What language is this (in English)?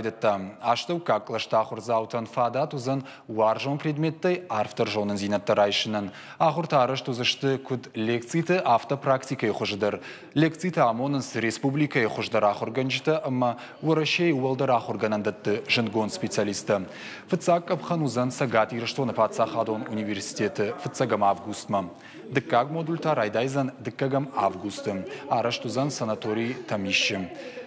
Ossetic